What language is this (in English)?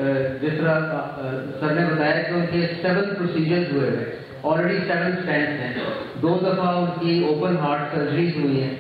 Urdu